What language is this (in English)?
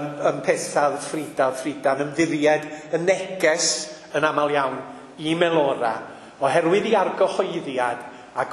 Welsh